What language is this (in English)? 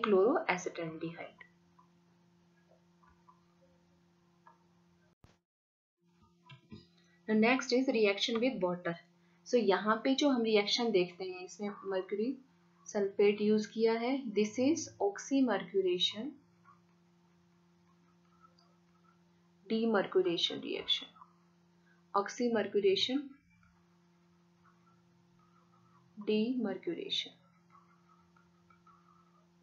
Hindi